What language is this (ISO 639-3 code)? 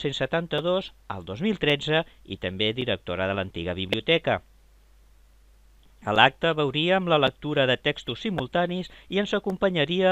cat